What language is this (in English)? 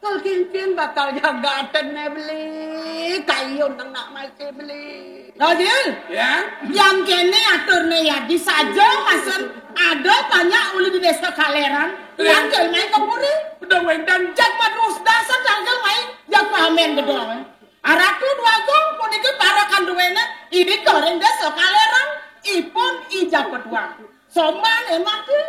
Balinese